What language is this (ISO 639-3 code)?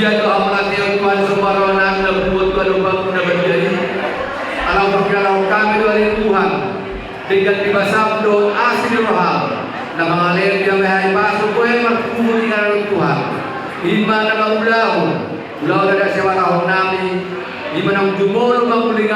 bbc